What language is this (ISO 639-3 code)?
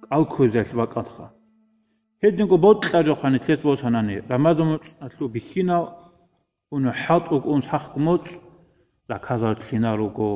ava